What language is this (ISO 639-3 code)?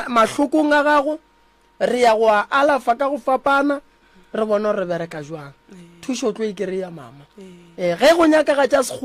nso